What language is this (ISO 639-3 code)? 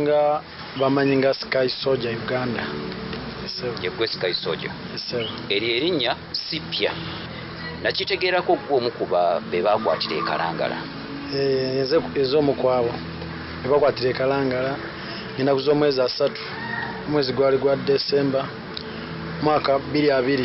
lug